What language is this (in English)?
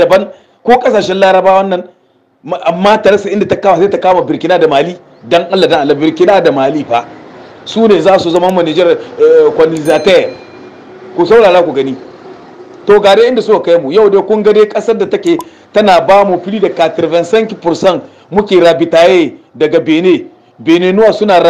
Hausa